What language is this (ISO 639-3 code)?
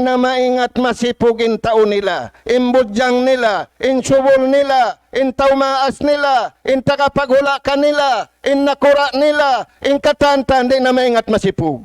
tsg